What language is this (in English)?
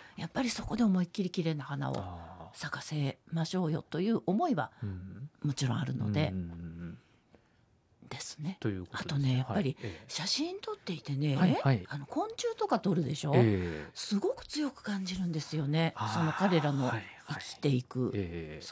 Japanese